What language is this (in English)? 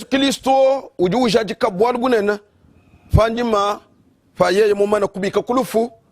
Luba-Lulua